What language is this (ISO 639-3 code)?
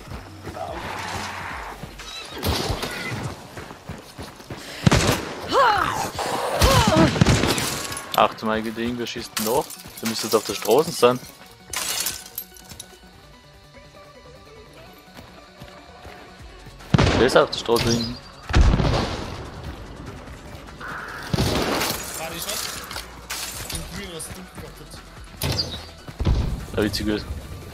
deu